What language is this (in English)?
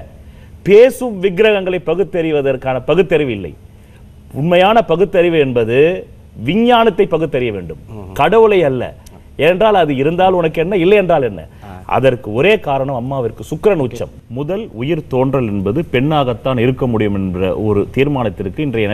Tamil